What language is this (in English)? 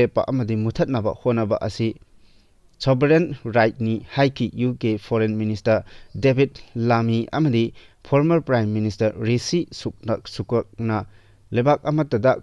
Manipuri